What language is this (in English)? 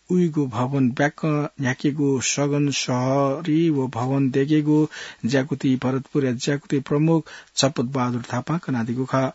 Newari